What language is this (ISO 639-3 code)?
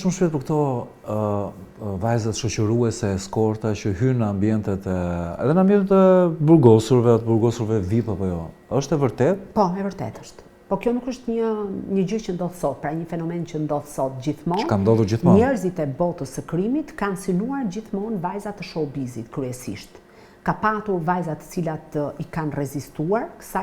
sqi